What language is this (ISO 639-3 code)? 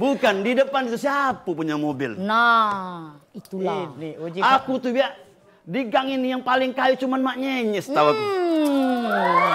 mui